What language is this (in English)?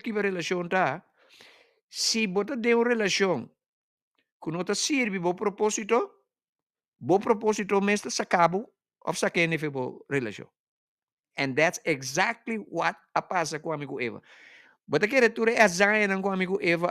Papiamento